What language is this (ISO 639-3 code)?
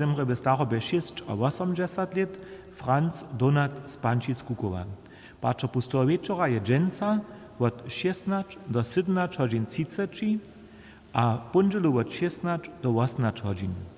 hsb